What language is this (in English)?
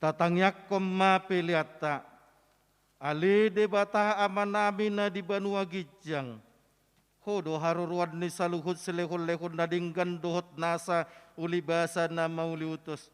Batak Toba